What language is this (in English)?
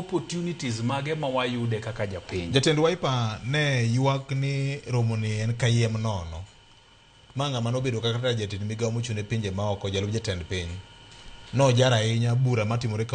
Luo (Kenya and Tanzania)